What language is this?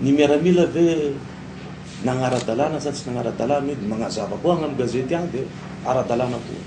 Malagasy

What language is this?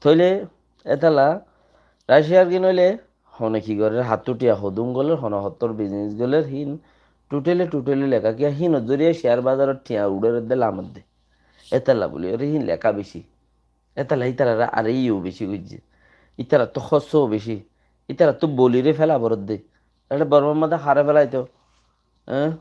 Rohingya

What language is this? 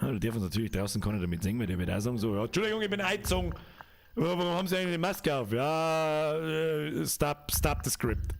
Bavarian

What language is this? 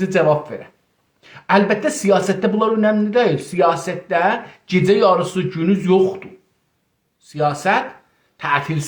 South Azerbaijani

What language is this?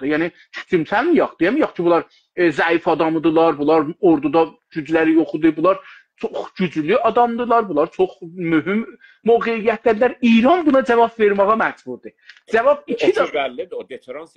South Azerbaijani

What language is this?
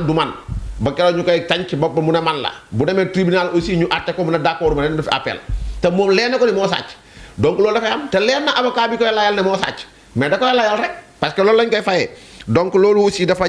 Wolof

